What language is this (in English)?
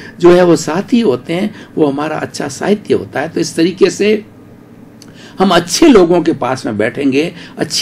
Hindi